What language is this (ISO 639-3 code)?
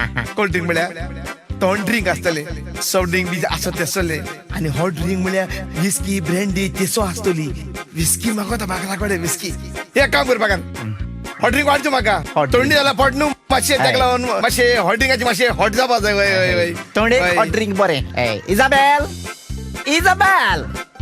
kok